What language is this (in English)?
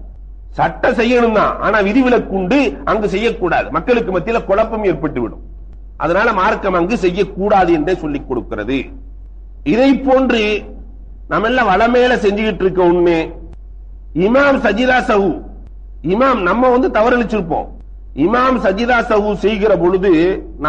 Tamil